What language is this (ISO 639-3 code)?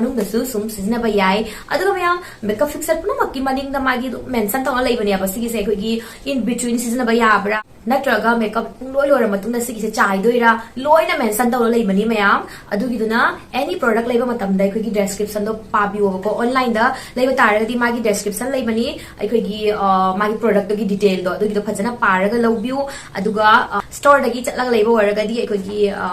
mni